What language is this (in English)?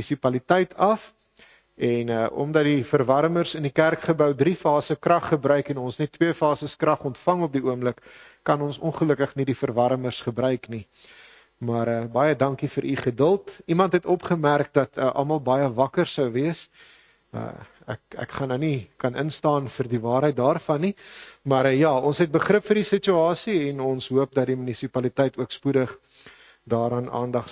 Afrikaans